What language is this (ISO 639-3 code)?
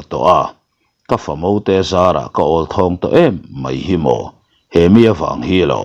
lus